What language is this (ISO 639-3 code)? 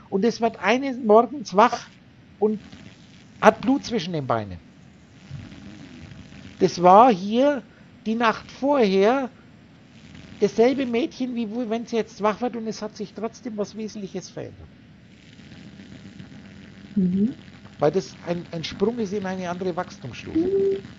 deu